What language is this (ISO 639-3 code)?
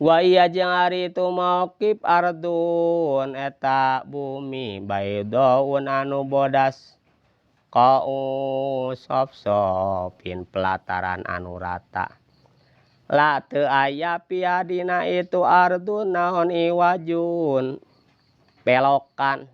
sun